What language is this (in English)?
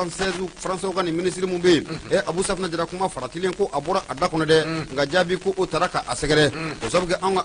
Bambara